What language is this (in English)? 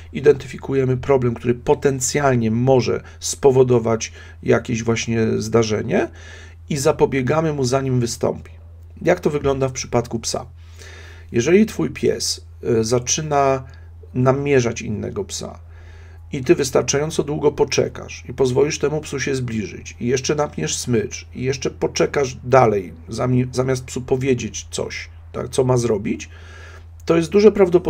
Polish